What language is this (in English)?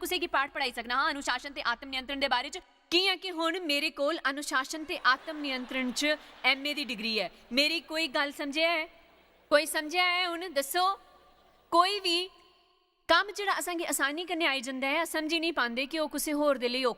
Dogri